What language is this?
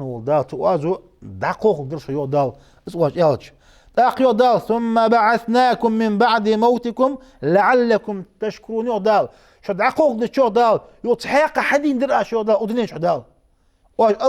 Ingush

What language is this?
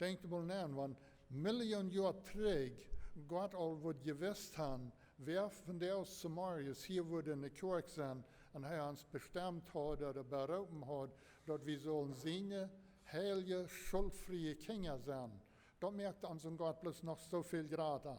Plautdietsch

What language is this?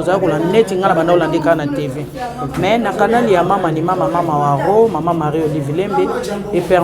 Lingala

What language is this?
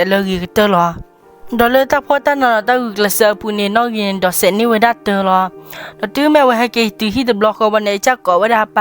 S'gaw Karen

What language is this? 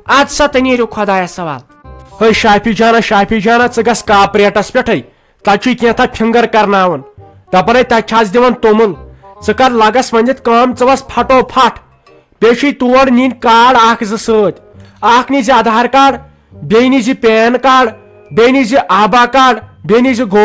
Kashmiri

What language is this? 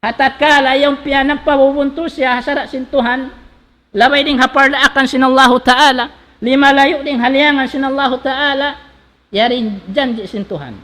Tausug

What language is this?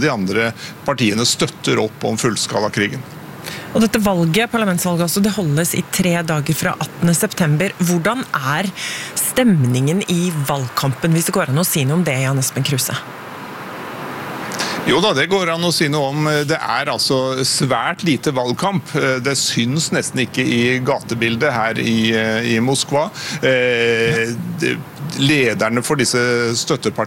Norwegian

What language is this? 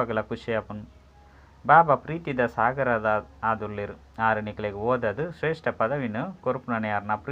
Tulu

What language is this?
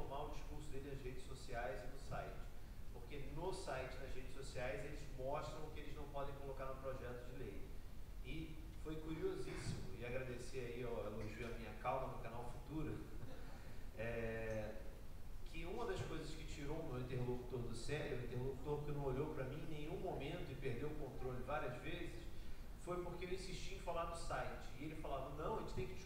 Portuguese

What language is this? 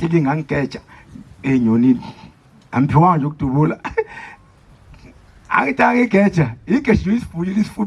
Zulu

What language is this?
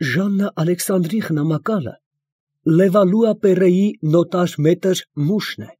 Armenian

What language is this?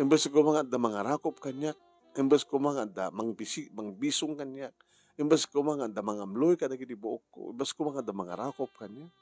Iloko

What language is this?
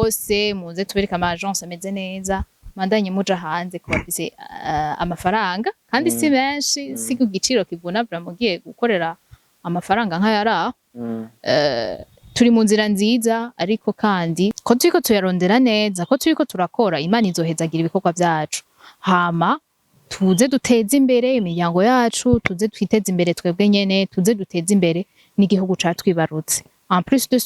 Rundi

